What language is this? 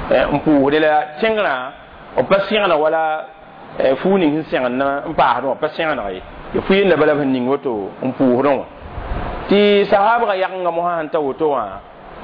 Mossi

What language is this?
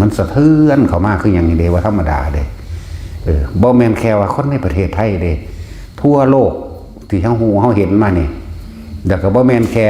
Northeastern Thai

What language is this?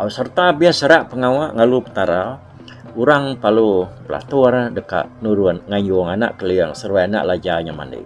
Iban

